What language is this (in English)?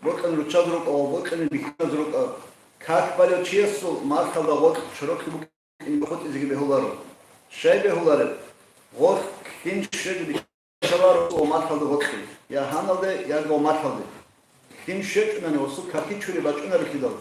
Avaric